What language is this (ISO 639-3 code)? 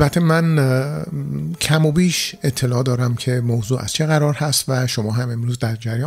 fas